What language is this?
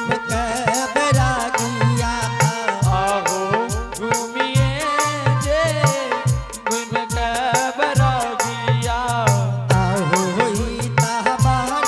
Angika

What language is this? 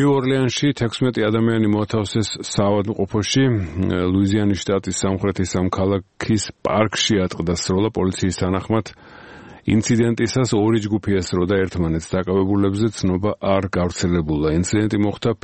Georgian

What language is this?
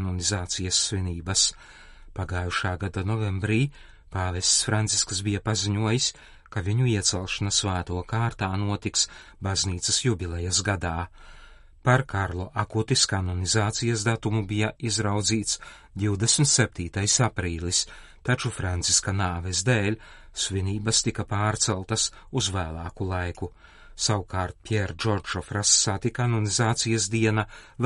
Latvian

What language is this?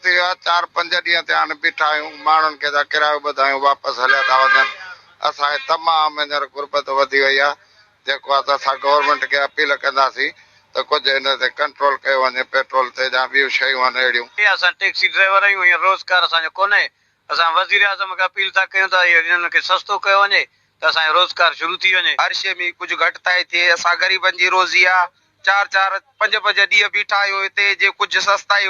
Sindhi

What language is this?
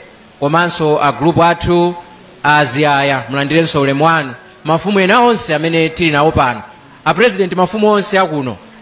Nyanja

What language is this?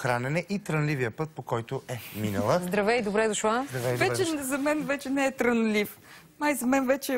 Bulgarian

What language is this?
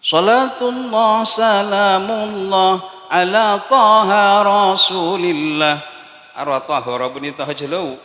Madurese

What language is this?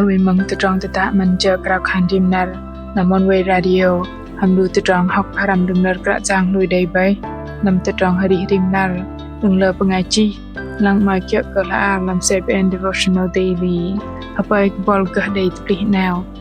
Bahnar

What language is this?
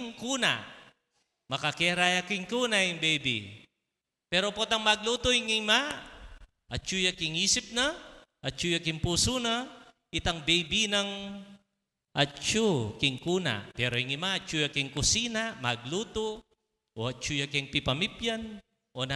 Pampanga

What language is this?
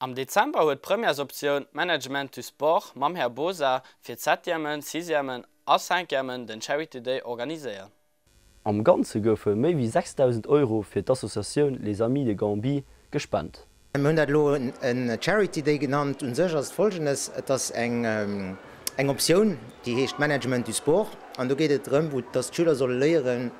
Luxembourgish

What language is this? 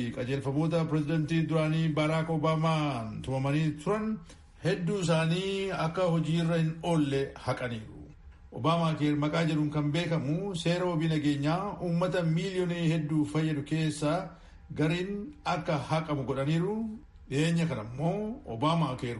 Oromo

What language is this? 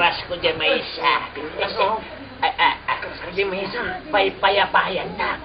Iloko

